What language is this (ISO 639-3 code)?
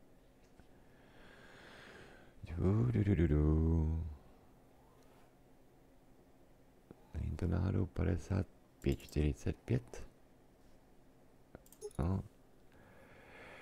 ces